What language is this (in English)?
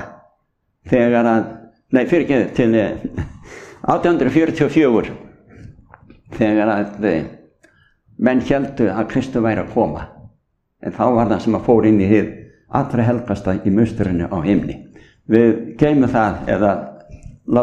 Icelandic